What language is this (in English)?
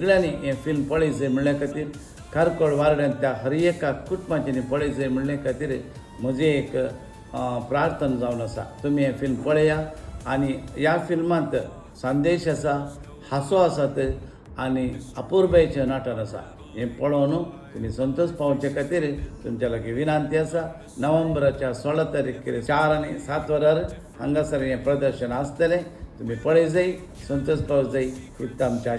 Konkani